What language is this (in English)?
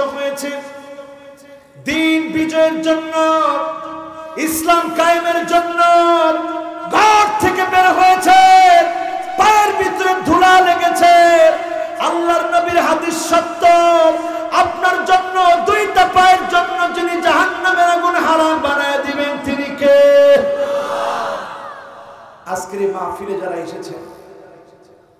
Bangla